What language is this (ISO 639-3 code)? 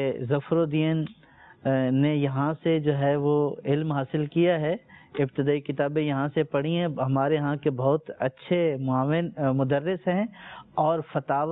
urd